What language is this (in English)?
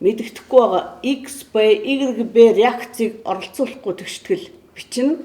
Mongolian